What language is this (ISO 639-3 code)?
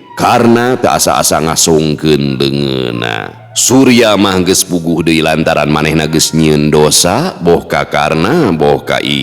sun